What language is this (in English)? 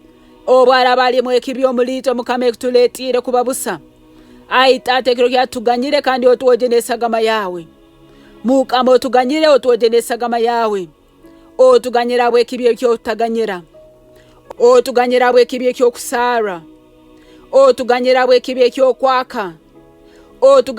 Nyankole